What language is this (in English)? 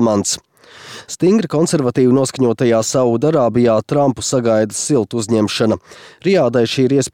Latvian